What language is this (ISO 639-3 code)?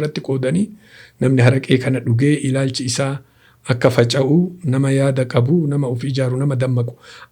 orm